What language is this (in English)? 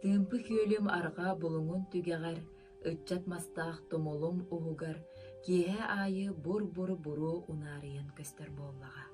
Yakut